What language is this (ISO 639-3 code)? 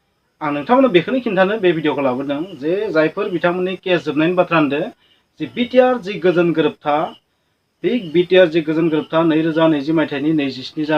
brx